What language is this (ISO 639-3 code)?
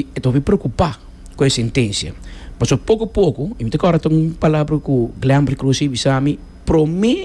pap